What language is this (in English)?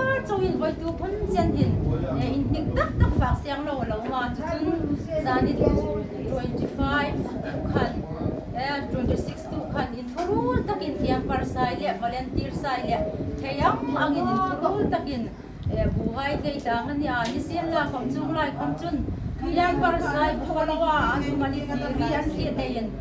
Hmar